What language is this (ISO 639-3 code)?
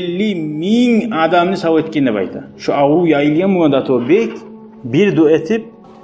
kum